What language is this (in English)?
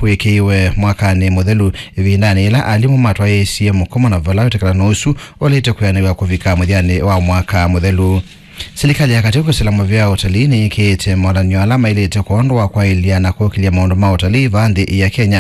Kamba